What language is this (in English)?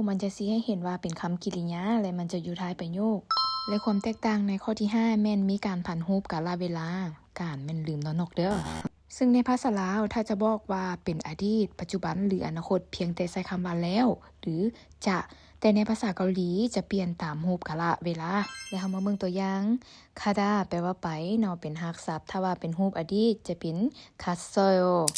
Lao